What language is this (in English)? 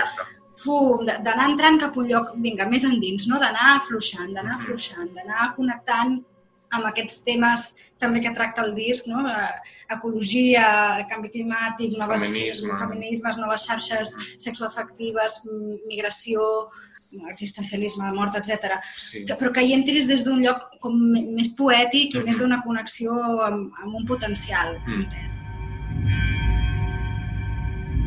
Catalan